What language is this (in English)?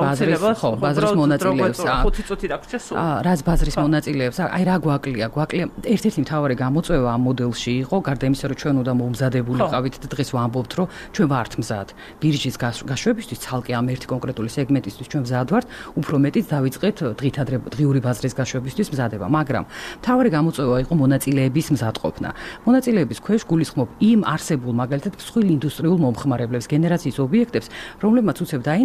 Georgian